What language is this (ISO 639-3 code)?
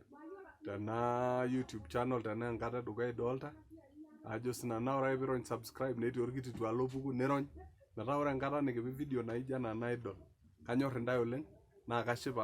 mas